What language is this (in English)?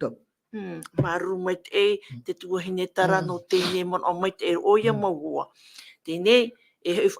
Tahitian